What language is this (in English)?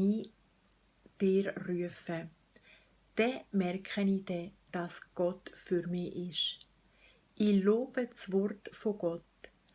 Swiss German